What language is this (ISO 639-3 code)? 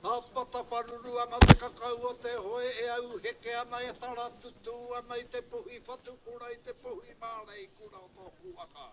mri